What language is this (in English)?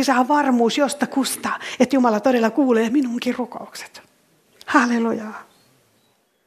Finnish